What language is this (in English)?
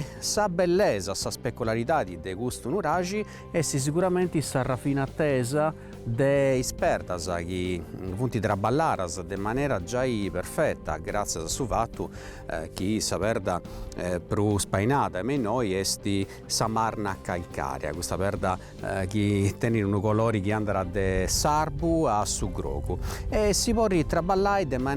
Sardinian